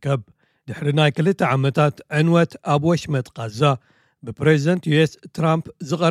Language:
Tigrinya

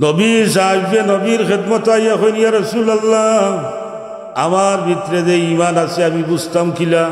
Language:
Sylheti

